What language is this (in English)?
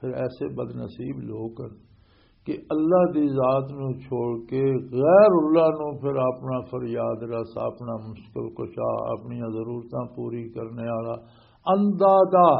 Western Panjabi